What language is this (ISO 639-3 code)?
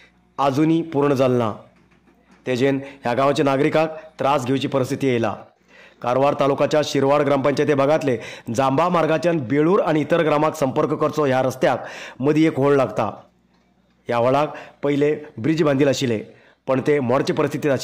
kok